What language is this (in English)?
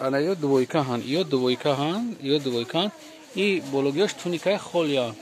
Tajik